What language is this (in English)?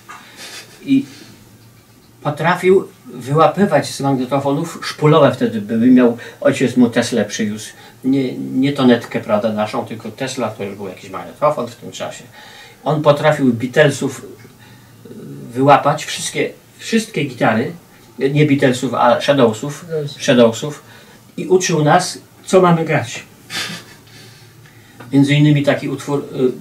Polish